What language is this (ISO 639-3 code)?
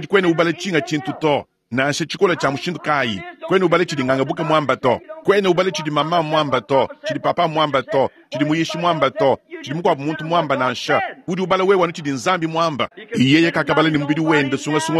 lua